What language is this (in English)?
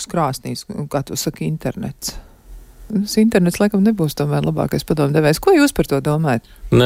Latvian